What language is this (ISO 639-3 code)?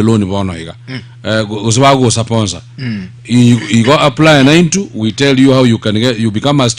guz